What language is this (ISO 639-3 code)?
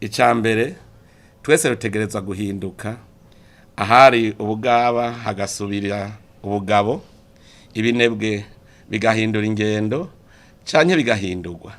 run